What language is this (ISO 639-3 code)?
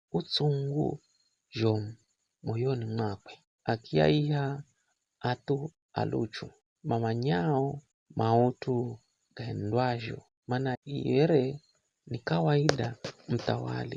nyf